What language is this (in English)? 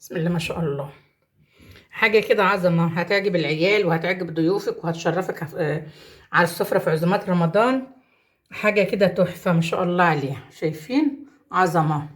Egyptian Arabic